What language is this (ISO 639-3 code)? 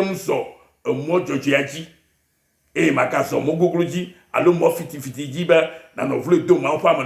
ewe